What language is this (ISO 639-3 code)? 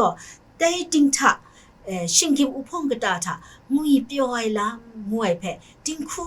kac